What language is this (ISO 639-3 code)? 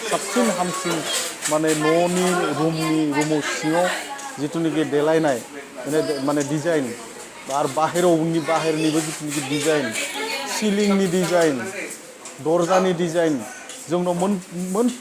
brx